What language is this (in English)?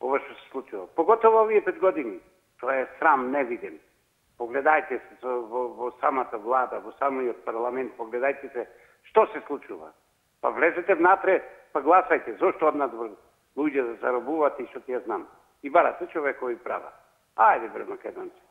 Macedonian